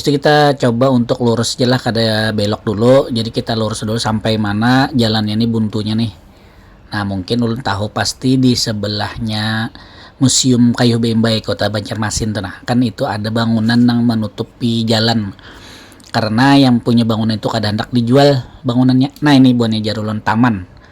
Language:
Banjar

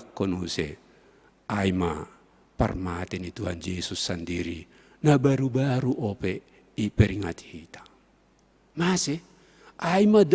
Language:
Batak Simalungun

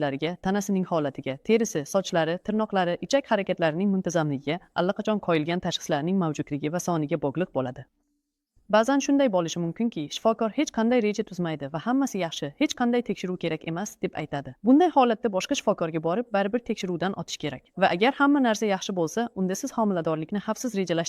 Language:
Uzbek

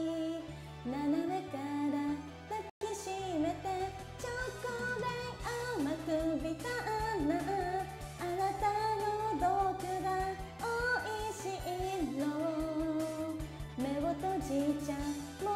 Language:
Japanese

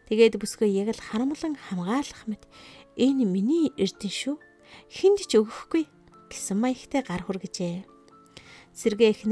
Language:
Mongolian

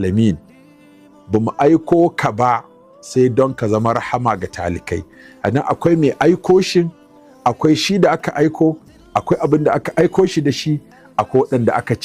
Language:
Hausa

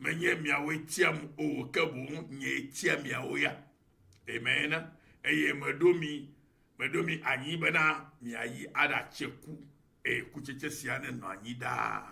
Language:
Ewe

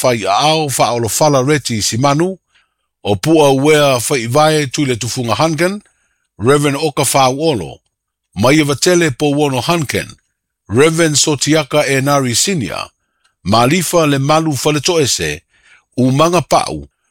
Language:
Samoan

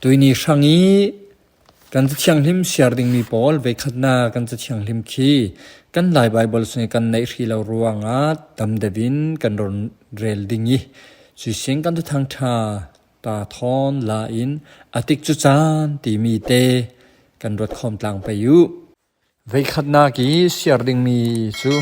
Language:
Falam Chin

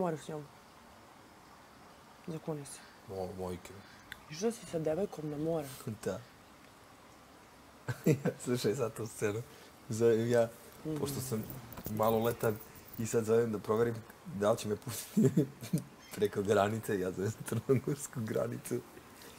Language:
Serbian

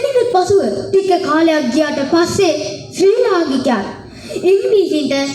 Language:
Sinhala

